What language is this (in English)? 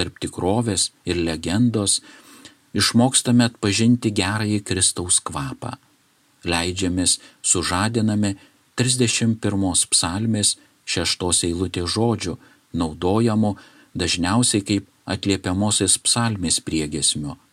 Lithuanian